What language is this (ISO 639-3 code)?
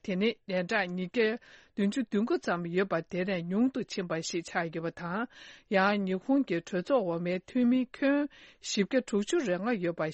bod